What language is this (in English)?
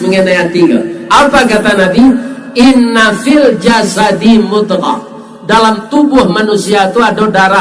Minangkabau